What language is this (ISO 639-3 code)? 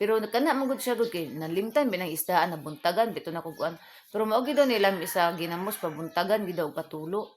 ceb